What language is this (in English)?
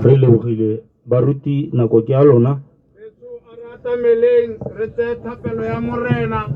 Tswana